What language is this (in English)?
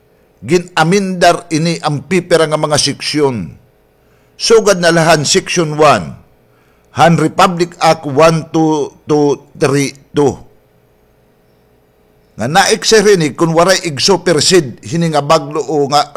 Waray